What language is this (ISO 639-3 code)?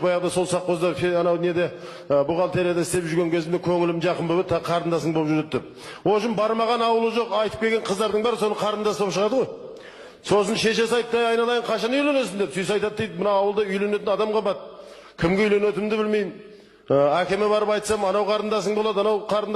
kaz